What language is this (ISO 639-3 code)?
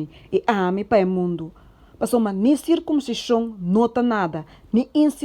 pap